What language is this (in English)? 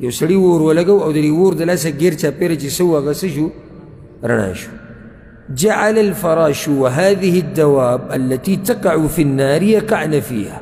Pashto